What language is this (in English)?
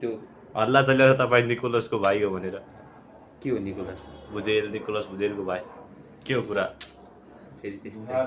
Nepali